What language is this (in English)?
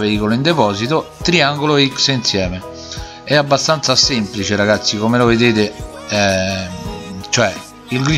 Italian